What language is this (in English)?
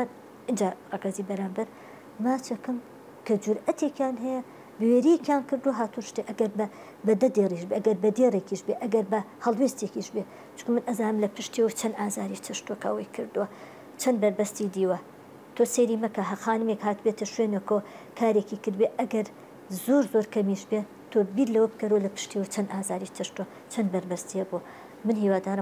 Central Kurdish